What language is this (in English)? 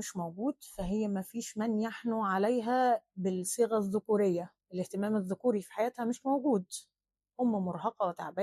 Egyptian Arabic